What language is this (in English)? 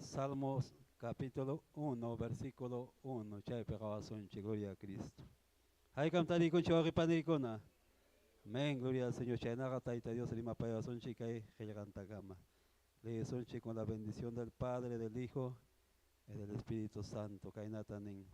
Ayacucho Quechua